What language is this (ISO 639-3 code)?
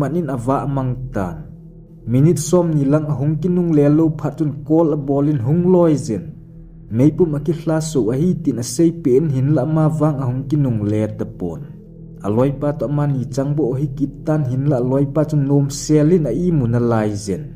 tcz